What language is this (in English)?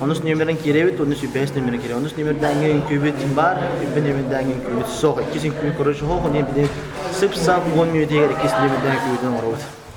Yakut